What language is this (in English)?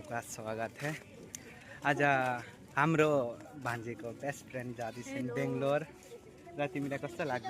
Nepali